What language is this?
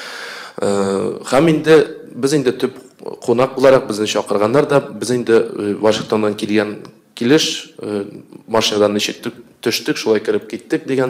Tatar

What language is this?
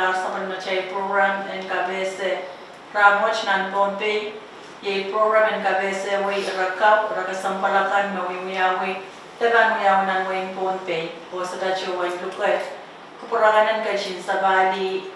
Pohnpeian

